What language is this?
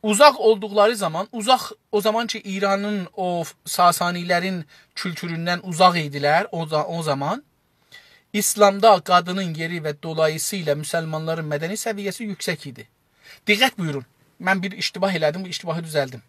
South Azerbaijani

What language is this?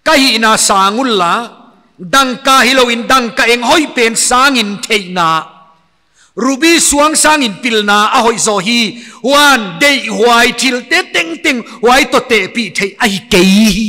Paite Chin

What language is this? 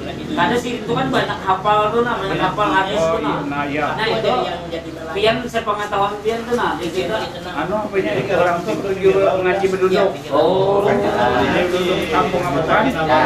Banjar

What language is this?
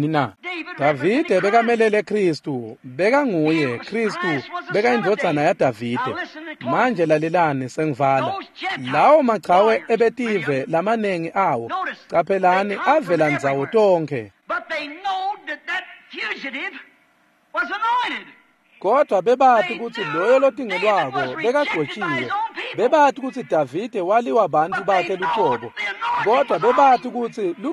Swati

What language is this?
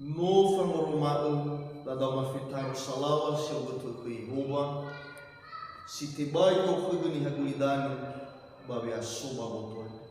Nias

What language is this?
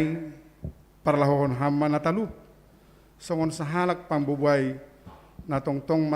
Batak Simalungun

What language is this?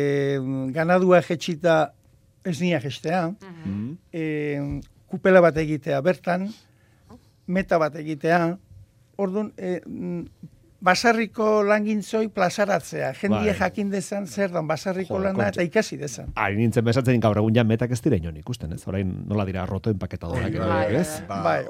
Basque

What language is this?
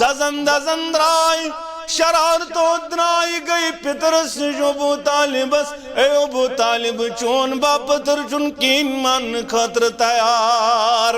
Kashmiri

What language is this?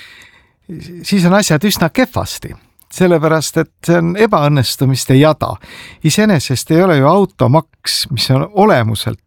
Estonian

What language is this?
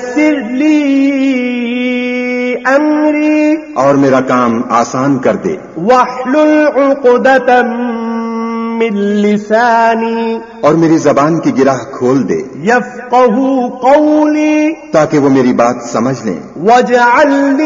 Urdu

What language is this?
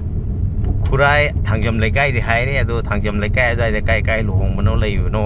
Manipuri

